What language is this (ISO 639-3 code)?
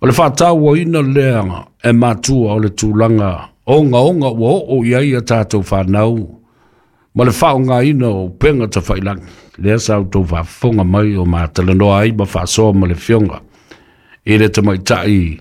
smo